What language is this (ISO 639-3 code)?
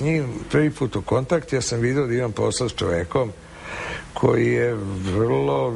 srp